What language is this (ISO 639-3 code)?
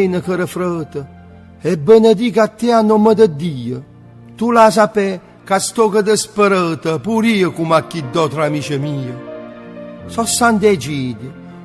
nap